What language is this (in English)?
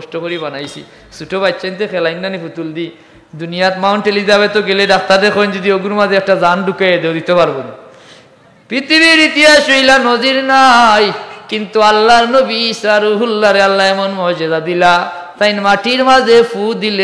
Sylheti